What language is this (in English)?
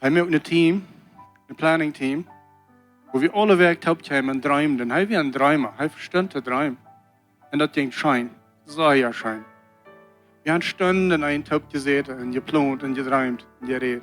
Plautdietsch